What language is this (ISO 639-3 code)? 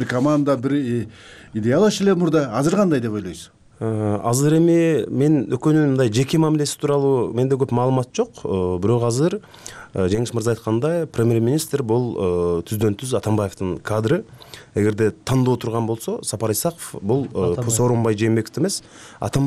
kir